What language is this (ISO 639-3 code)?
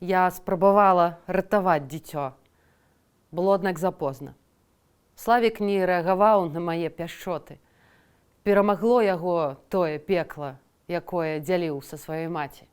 bel